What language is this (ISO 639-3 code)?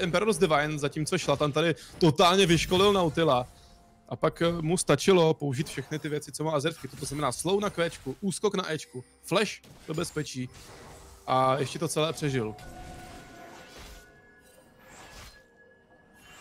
ces